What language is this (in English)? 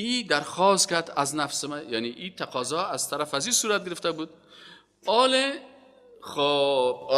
Persian